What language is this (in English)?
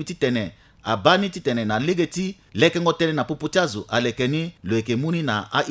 Sango